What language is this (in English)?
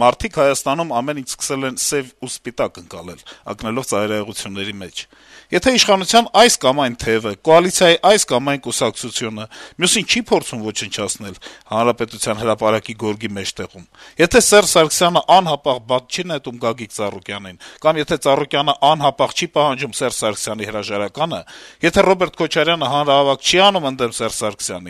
Armenian